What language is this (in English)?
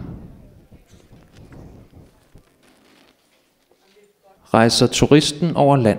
Danish